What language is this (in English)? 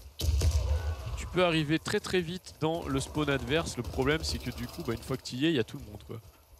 French